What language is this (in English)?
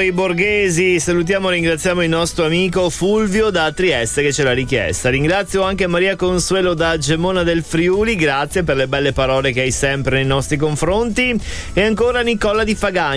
Italian